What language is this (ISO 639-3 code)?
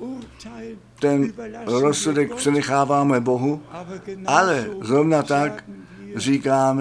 ces